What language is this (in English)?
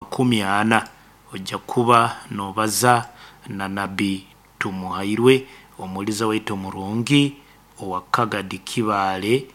Nyoro